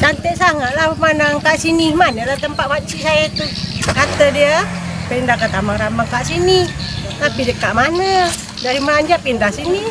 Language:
Musi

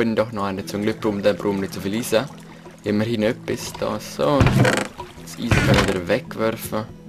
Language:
Swiss German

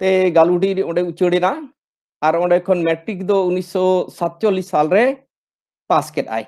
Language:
Santali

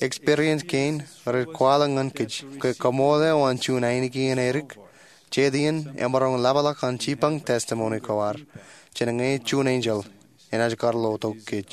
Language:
Marshallese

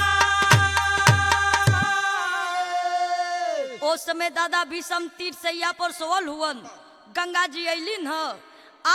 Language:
Bhojpuri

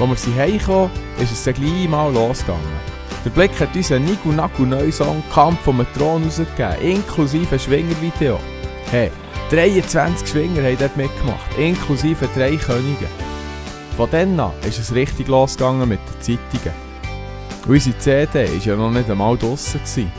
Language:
Swiss German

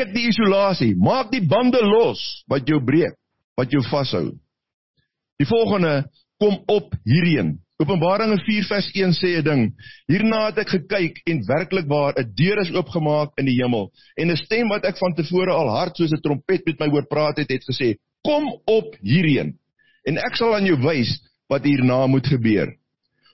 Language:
Afrikaans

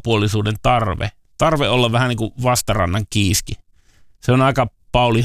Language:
Finnish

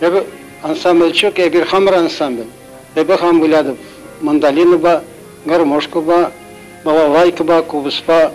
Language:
Chuvash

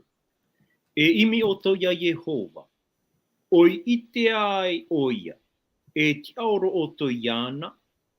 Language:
Tahitian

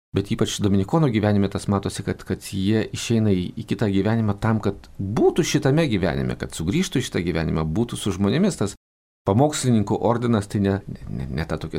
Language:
Lithuanian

